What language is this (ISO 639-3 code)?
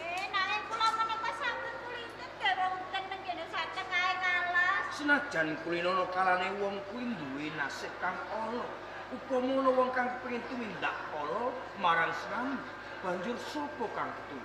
jav